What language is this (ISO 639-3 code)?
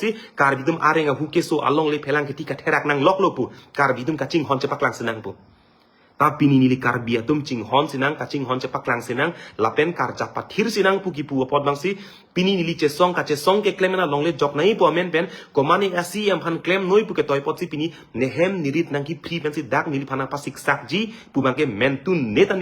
mjw